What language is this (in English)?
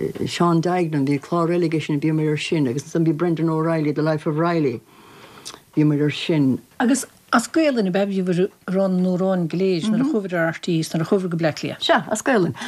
Irish